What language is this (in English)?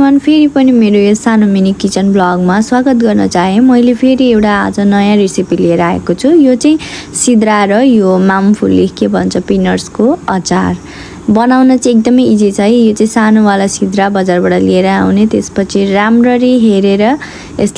Nepali